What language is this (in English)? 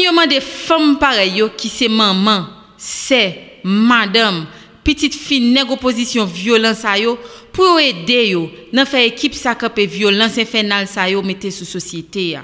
Haitian Creole